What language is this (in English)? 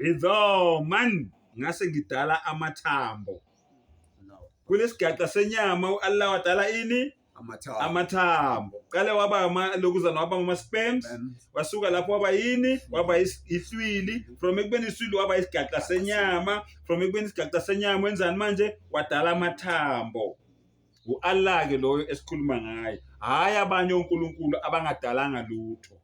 Zulu